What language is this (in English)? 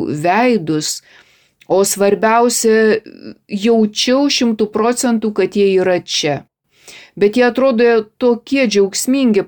Lithuanian